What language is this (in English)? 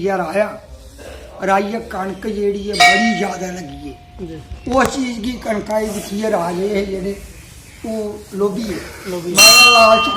Dogri